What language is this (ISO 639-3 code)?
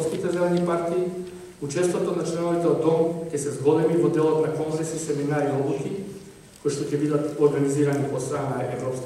mkd